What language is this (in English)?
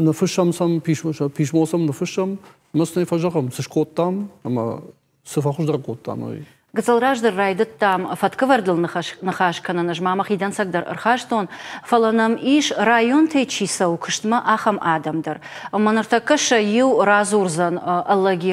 Ossetic